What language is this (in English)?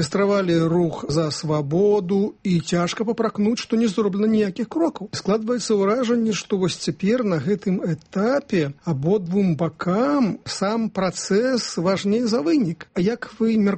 Belarusian